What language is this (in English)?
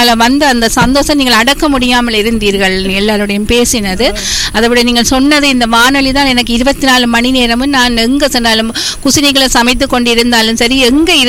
Tamil